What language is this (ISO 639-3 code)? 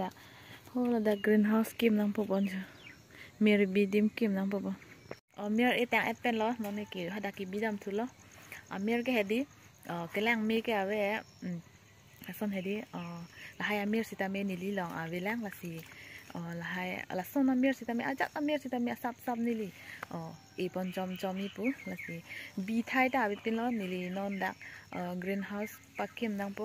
mjw